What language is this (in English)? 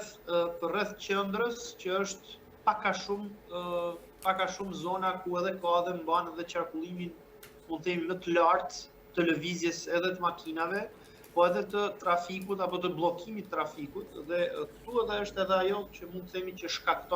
Albanian